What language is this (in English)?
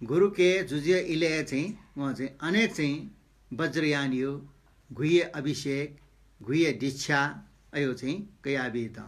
Newari